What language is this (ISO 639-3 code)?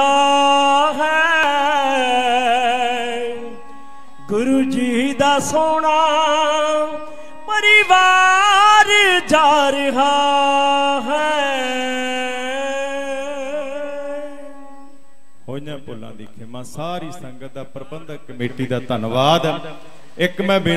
pan